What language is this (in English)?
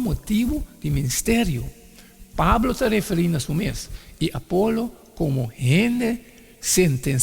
Papiamento